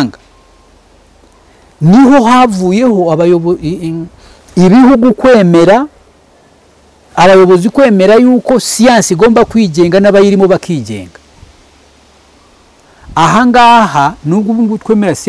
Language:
Kinyarwanda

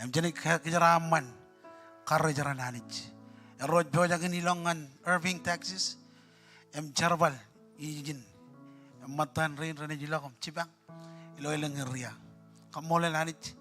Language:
Marshallese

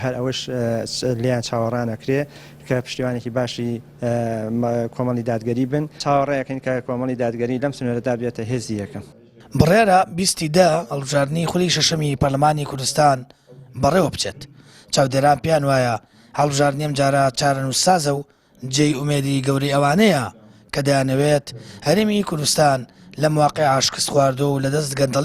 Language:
Central Kurdish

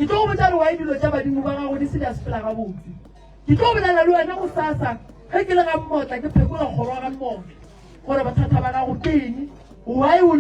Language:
Northern Sotho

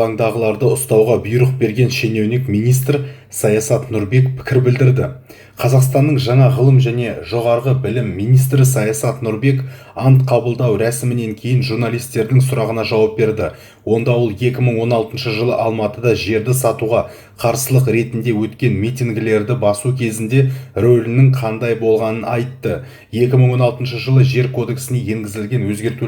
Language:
Kazakh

